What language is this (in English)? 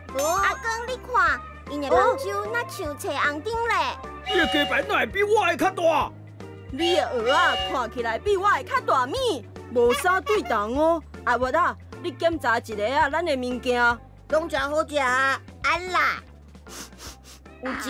Min Nan Chinese